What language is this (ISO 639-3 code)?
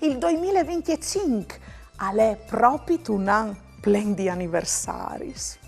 fur